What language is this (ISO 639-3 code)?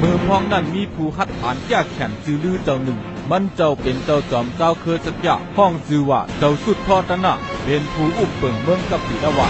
shn